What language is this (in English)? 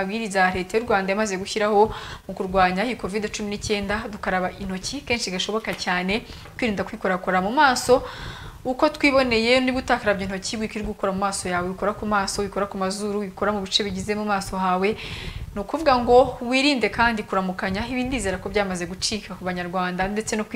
Kinyarwanda